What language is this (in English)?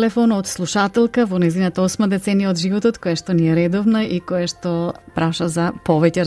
Macedonian